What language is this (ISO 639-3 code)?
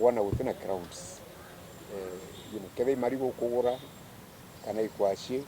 mer